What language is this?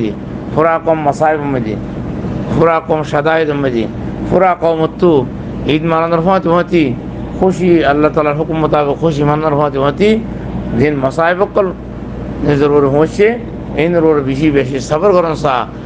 Rohingya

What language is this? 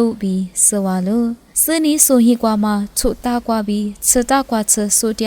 Lisu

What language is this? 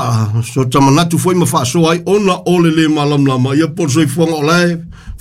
Samoan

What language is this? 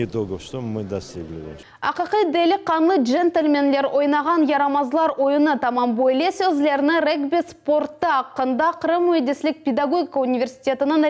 Crimean Tatar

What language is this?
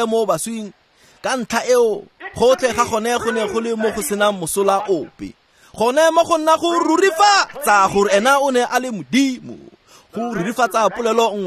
Tswana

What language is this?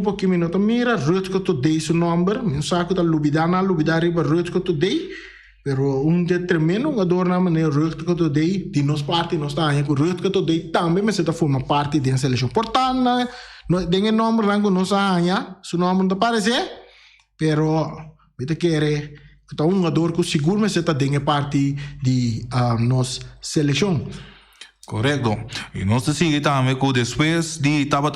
Papiamento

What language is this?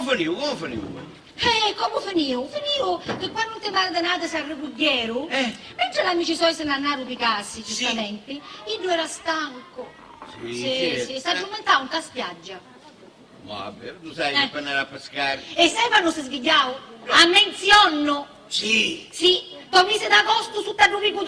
Sicilian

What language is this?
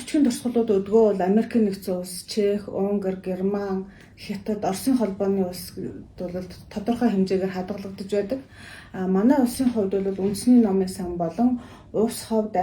Mongolian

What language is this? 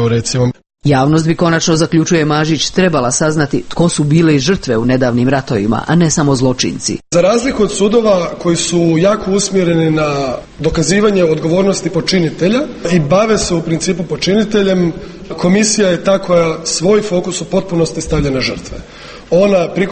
Croatian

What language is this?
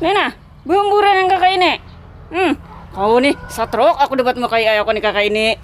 Banjar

